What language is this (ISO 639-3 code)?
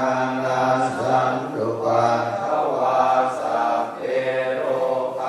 pli